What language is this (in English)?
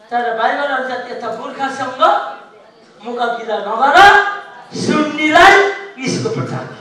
Nepali